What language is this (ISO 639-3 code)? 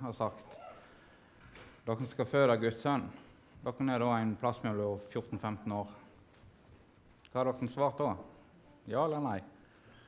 nor